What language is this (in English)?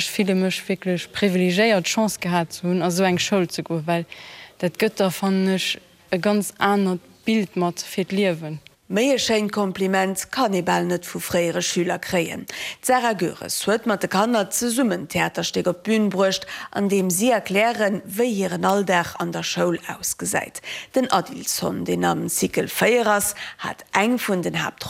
Luxembourgish